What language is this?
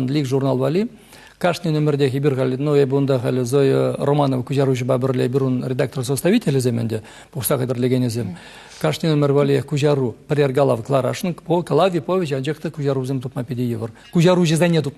Chuvash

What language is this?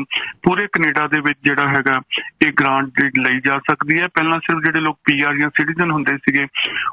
Punjabi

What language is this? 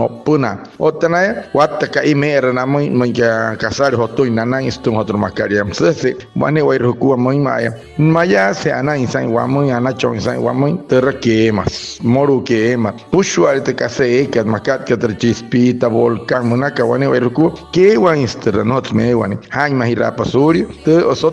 Wayuu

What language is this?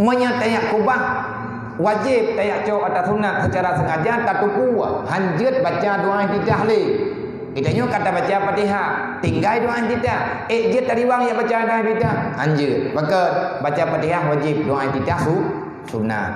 Achinese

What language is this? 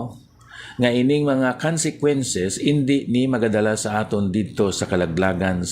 Hiligaynon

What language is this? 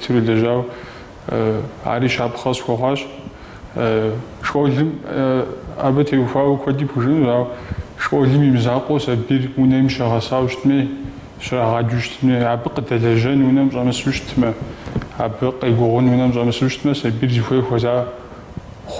Kabardian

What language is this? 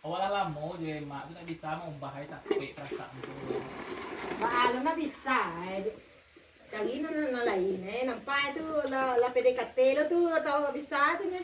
Minangkabau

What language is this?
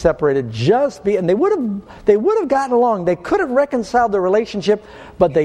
English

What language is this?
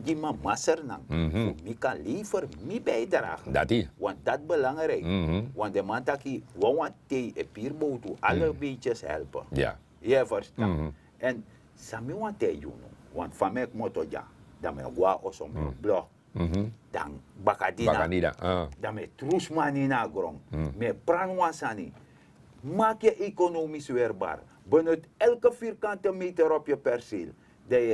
Sranan Tongo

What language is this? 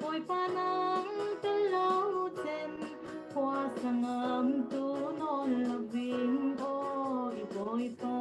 Falam Chin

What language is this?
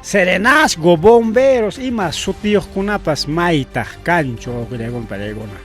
Ayacucho Quechua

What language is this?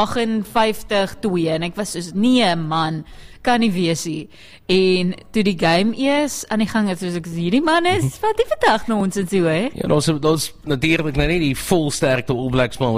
Afrikaans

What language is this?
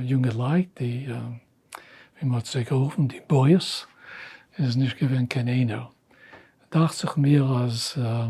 Yiddish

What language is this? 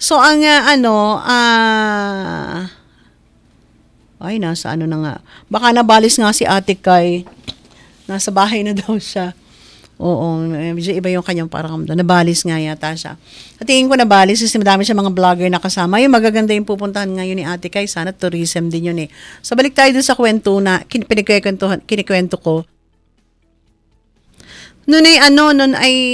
Filipino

